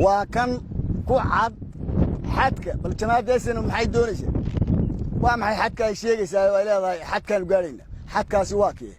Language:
Somali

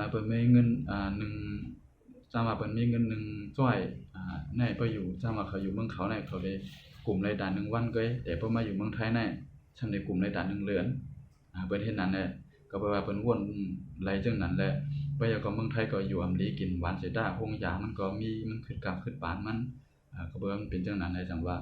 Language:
Shan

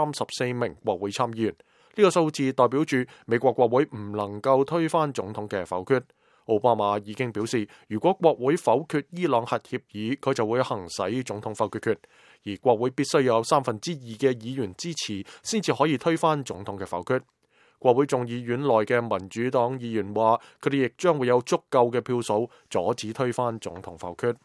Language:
Cantonese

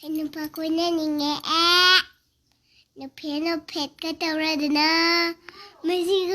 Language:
Manipuri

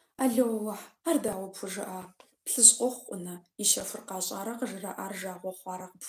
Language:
Kabardian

